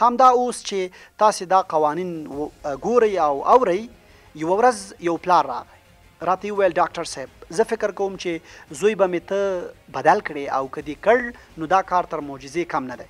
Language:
Pashto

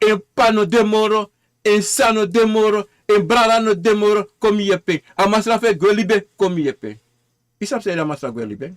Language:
Sranan Tongo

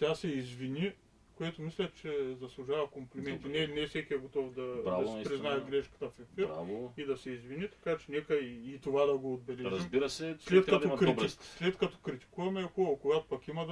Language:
Bulgarian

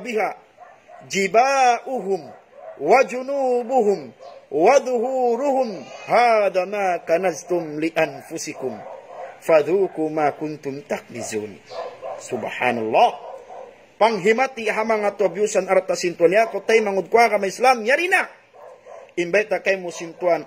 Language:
Tausug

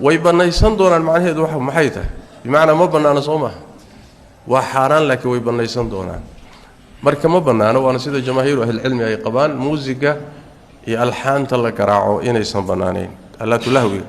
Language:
Somali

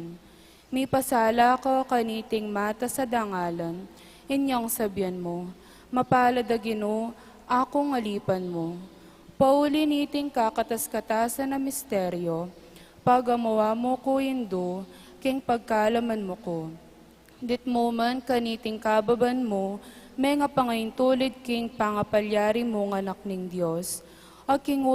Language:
Pampanga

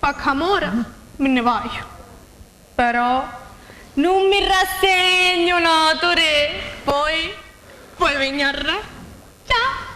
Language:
Sicilian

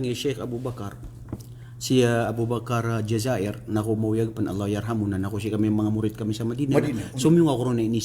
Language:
Maranao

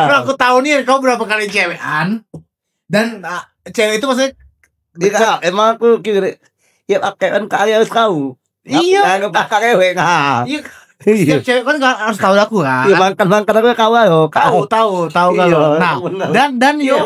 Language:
Musi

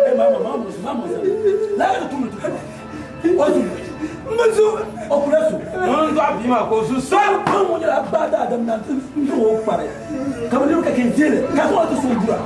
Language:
Dagbani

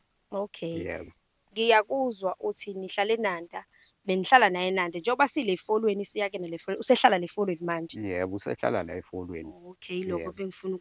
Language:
Zulu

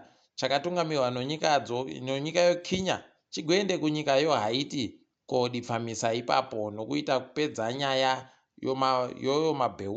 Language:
Ndau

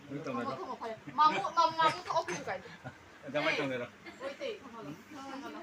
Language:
Manipuri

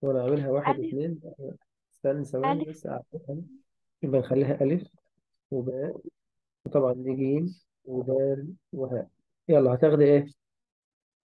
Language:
Egyptian Arabic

